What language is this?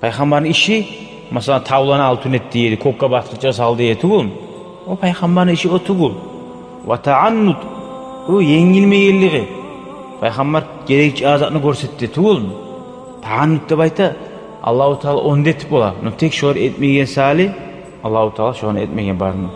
Kumyk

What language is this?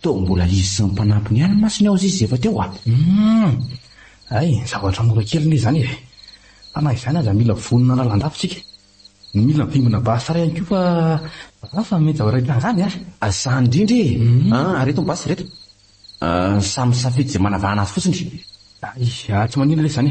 Malagasy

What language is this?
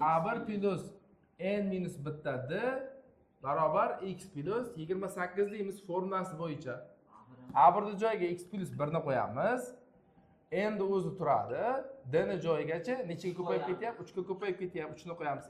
Uzbek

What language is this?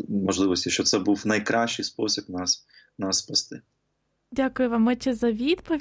Ukrainian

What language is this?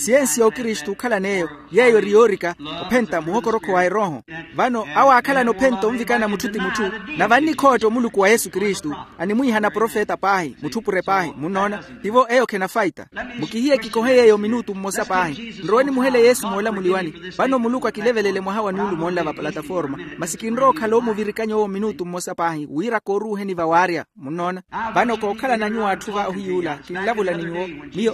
Makhuwa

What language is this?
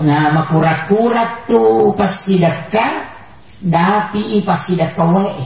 Buginese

